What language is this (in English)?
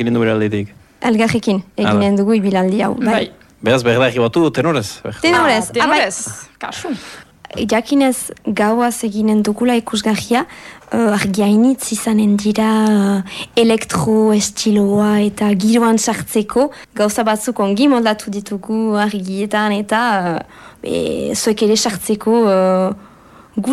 Basque